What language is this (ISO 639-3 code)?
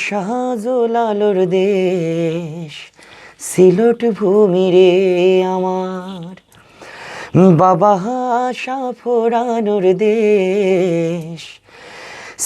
syl